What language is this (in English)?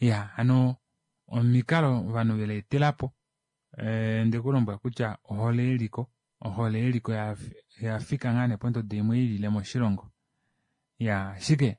Kuanyama